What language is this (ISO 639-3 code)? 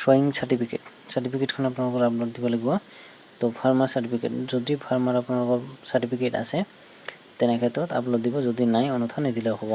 asm